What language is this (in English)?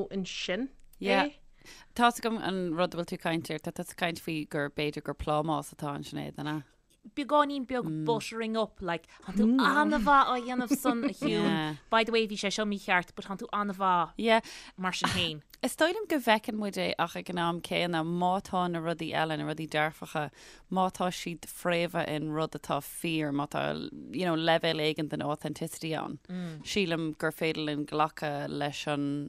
Irish